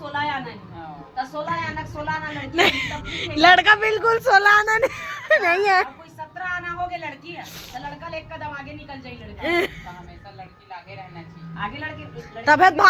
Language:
Chhattisgarhi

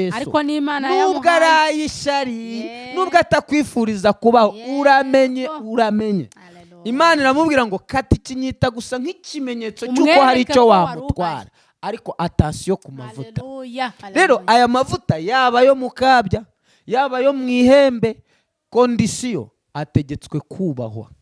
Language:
Kinyarwanda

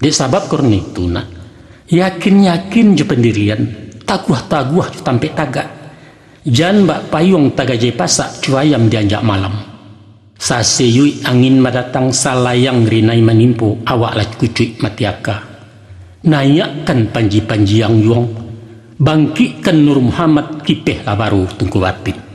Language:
Minangkabau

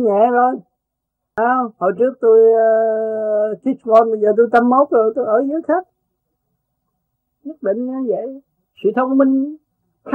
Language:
Vietnamese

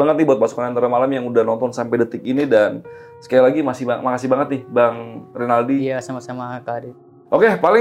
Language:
Indonesian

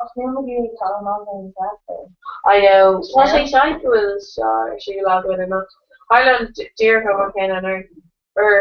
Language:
Irish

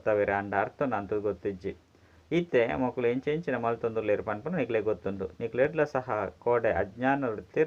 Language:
Tulu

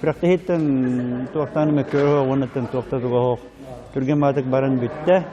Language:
Yakut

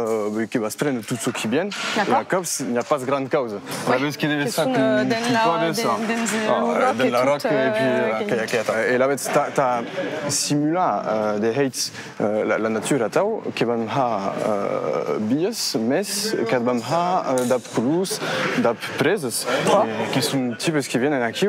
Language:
Occitan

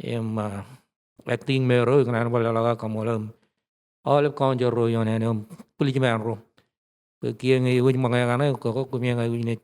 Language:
Marshallese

